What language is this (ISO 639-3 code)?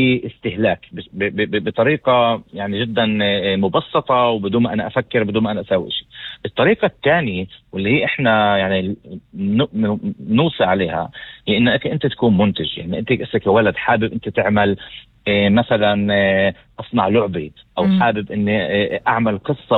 apc